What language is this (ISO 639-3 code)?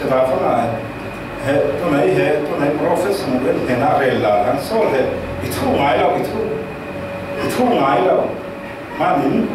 cfm